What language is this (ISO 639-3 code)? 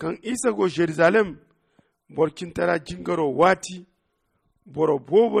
dje